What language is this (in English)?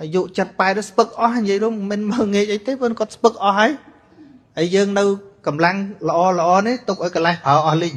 Khmer